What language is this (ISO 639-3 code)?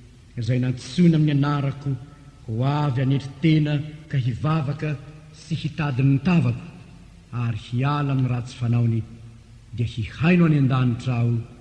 mlg